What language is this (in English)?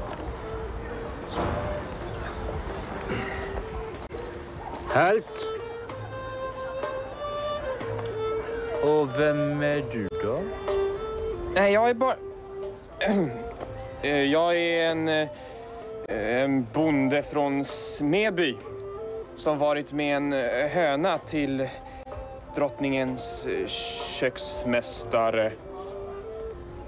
Swedish